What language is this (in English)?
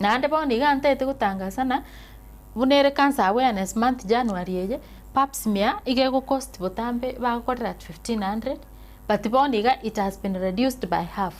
Gusii